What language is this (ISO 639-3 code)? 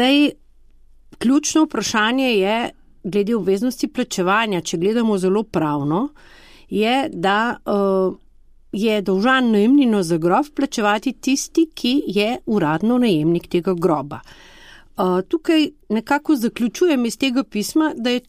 slv